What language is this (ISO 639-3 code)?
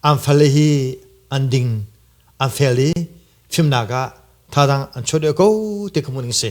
cnh